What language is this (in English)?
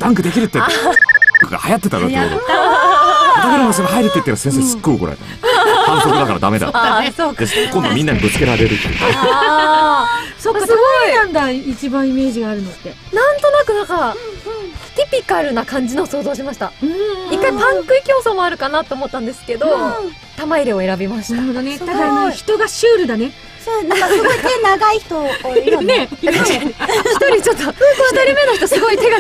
Japanese